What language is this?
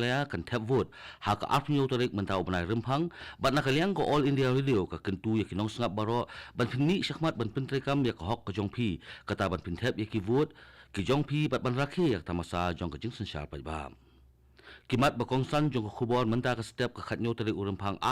Khasi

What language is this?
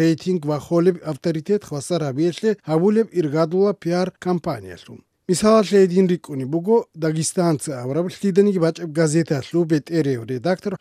Avaric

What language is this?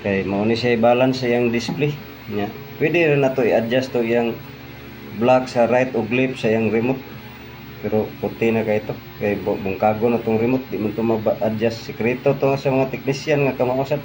Cebuano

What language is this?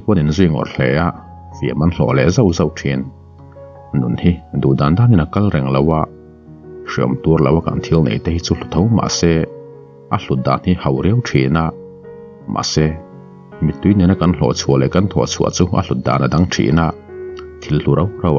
Mizo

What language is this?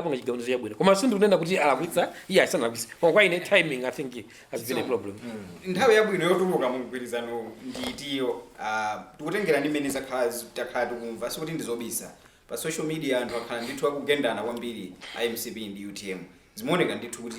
Nyanja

